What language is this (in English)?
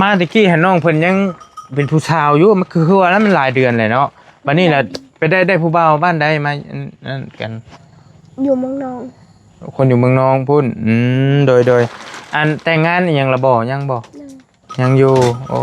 Northeastern Thai